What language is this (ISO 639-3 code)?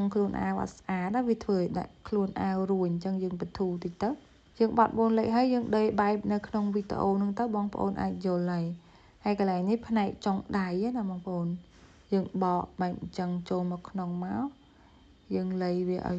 khm